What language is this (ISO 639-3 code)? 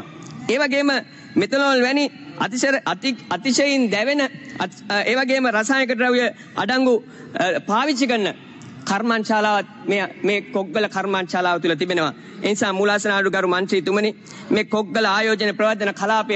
sin